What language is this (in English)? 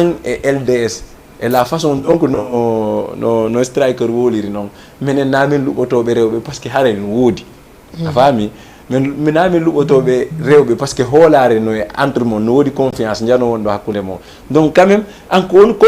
Fula